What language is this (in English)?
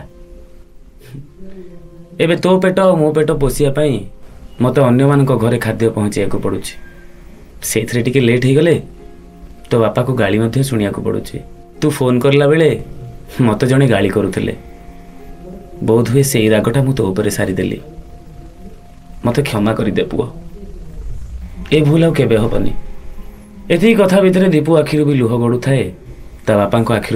Odia